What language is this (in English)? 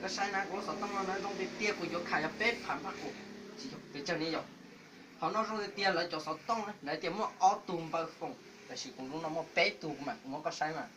Hmong